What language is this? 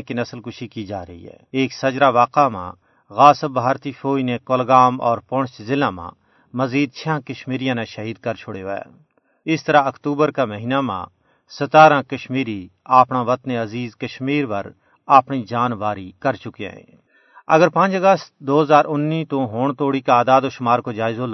Gujari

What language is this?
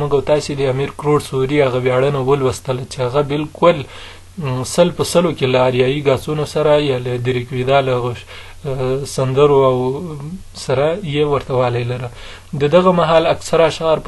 Pashto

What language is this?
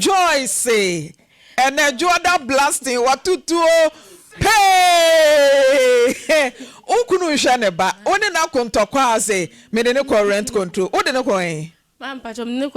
Akan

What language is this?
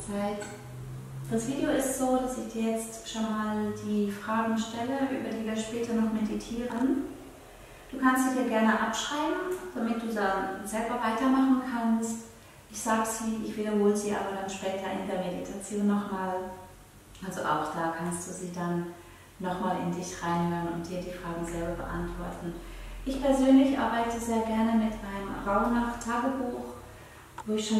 Swiss German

